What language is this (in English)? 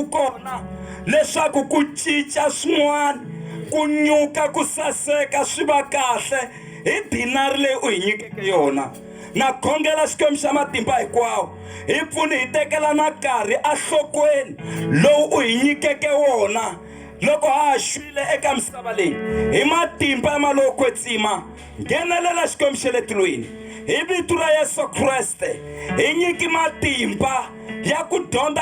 Tsonga